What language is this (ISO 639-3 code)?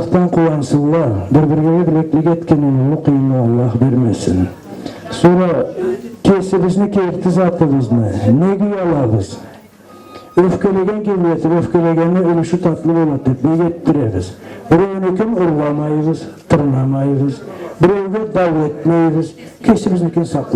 krc